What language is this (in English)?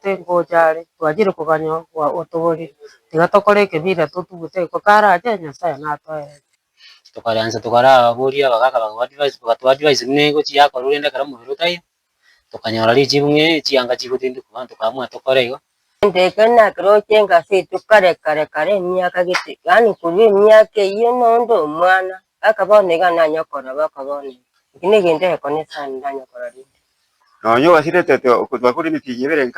Gusii